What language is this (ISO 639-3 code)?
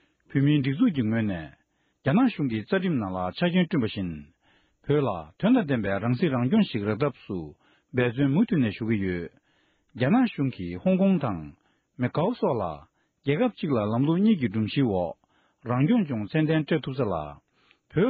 bod